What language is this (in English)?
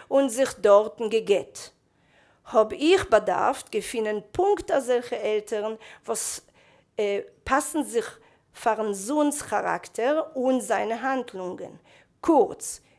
Yiddish